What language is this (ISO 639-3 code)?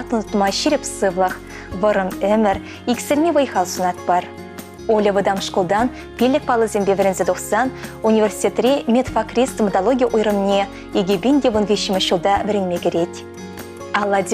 chv